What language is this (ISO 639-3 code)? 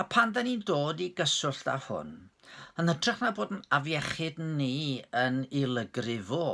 cym